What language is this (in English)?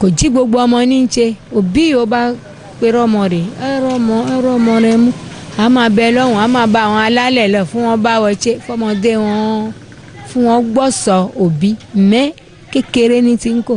Yoruba